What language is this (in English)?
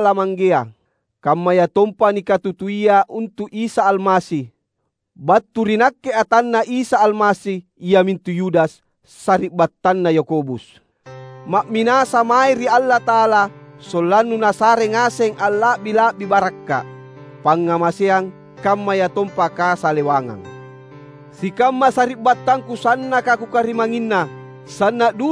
Makasar